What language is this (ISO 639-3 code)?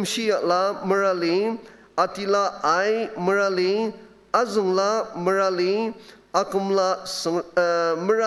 njo